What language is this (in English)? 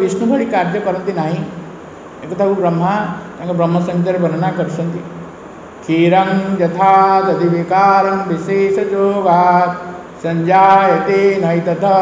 Odia